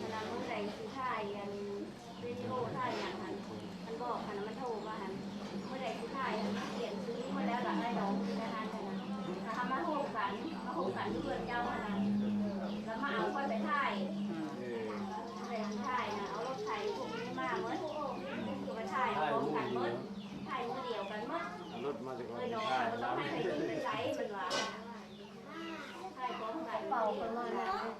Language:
Lao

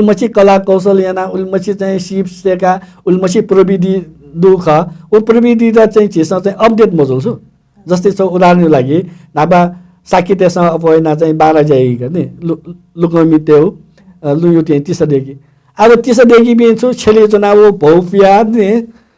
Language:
Newari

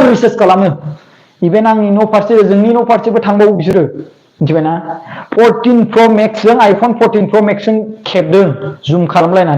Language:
Bodo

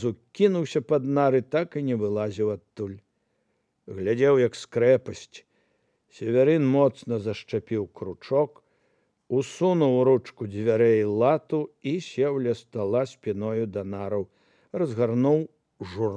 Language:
Belarusian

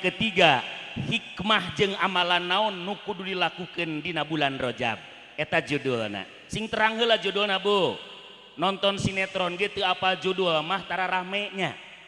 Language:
Sundanese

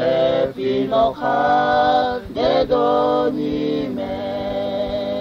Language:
Lahu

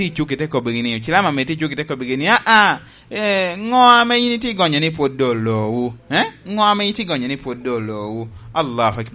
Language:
Lango (Uganda)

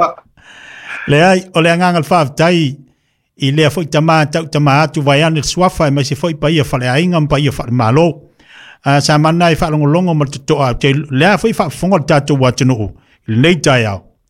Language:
Samoan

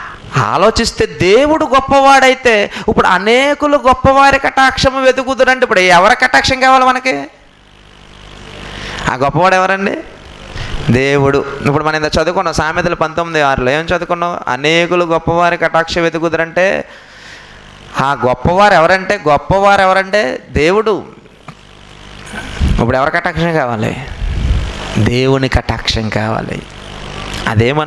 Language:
Telugu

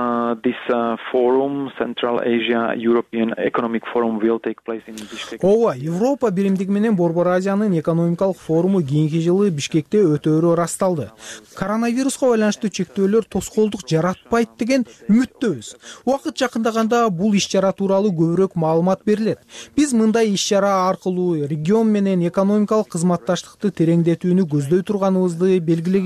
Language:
Kyrgyz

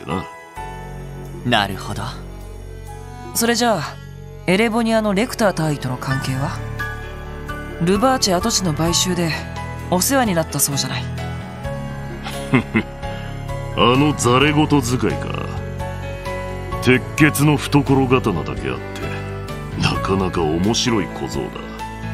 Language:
Japanese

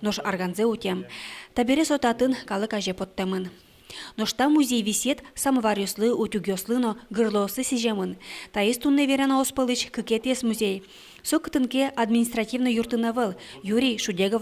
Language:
Udmurt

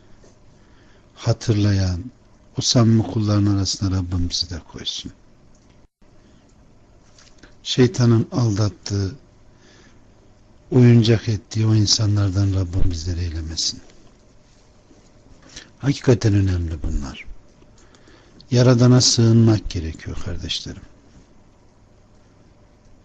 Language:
Turkish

